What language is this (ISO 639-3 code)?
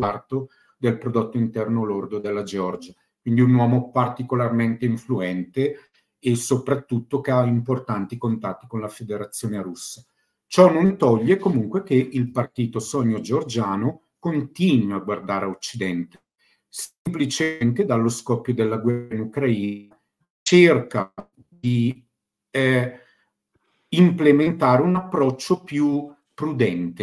ita